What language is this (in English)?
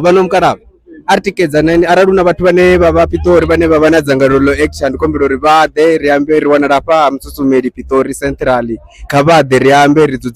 Venda